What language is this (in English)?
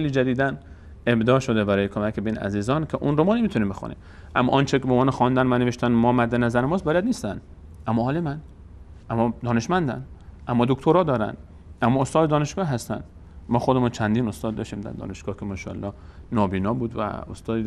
Persian